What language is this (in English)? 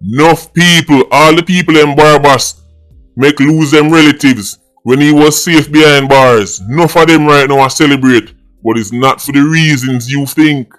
Jamaican Creole English